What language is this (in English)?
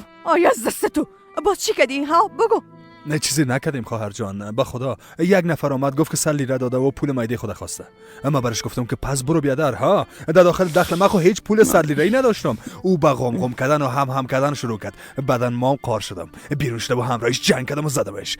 Persian